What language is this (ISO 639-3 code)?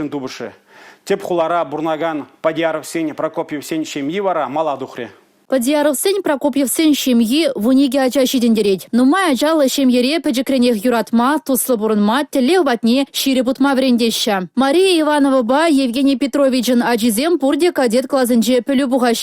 chv